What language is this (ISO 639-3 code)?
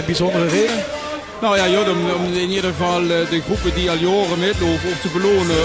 lim